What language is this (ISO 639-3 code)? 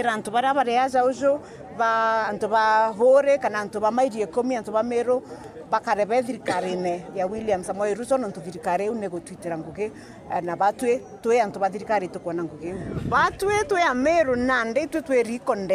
mer